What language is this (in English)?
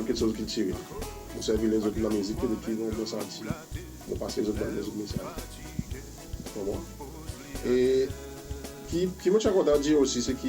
Seselwa Creole French